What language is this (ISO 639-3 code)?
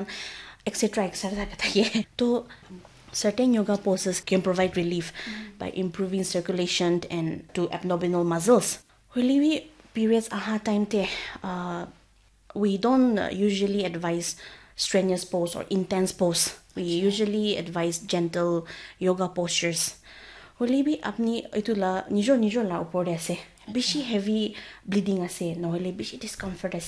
nag